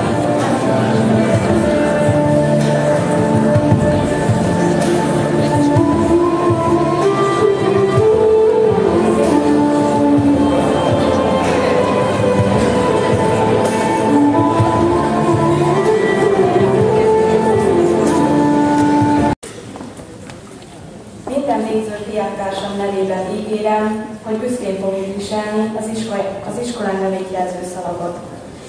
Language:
Hungarian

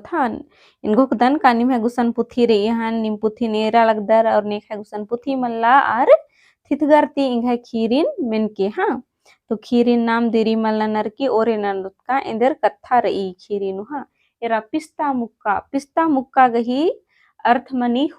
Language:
Kurukh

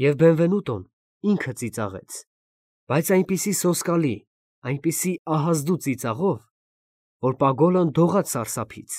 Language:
Armenian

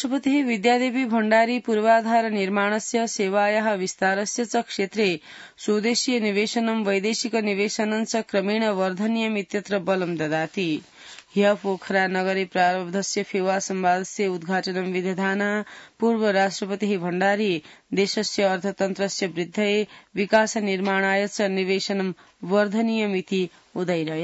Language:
Sanskrit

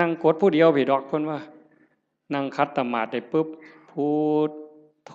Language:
Northeastern Thai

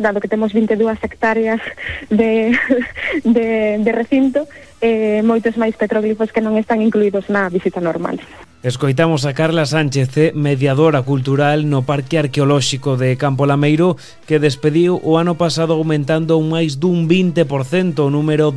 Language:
Galician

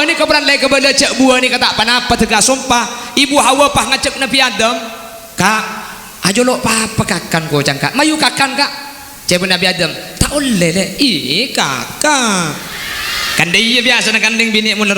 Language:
Madurese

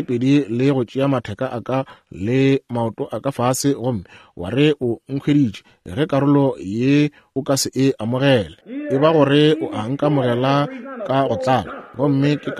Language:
Northern Sotho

